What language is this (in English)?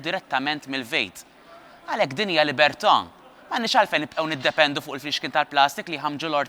Maltese